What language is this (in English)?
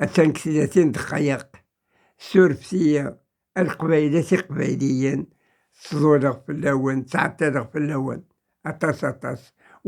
Kabyle